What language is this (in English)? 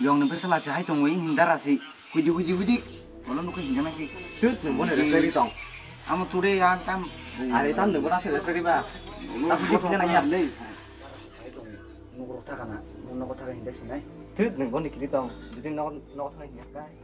Kok Borok